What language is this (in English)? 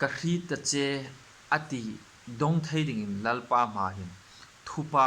Hmar